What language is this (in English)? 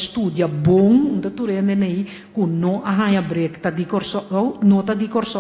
Papiamento